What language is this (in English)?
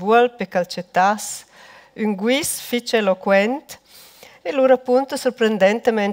Romansh